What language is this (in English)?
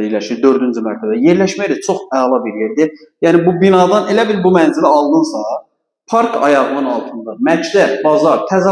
Azerbaijani